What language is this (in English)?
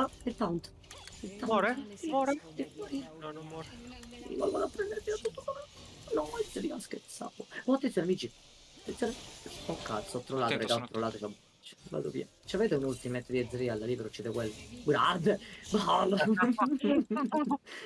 Italian